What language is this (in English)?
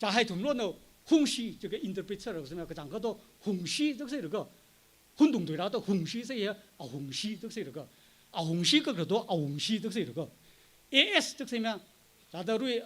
Tangkhul Naga (India)